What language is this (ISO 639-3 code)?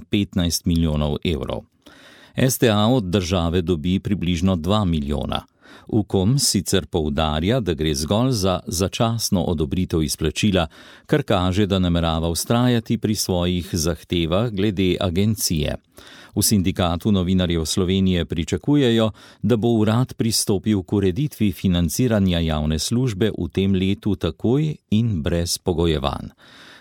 slv